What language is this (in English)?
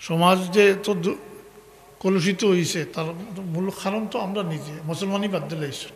Sylheti